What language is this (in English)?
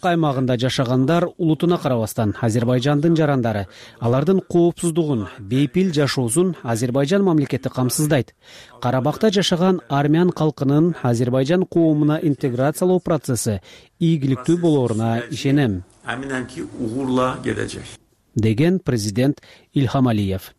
Kyrgyz